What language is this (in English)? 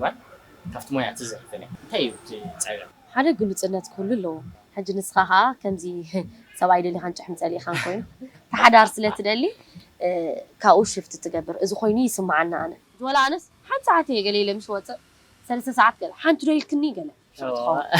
Tigrinya